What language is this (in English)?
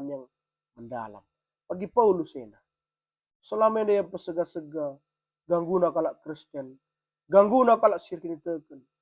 Batak Karo